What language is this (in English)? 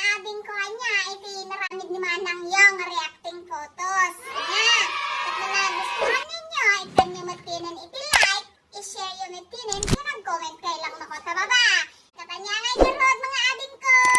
Iloko